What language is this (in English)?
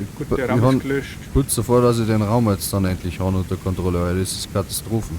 Bavarian